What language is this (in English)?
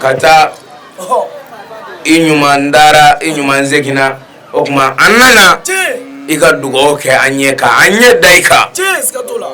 Bambara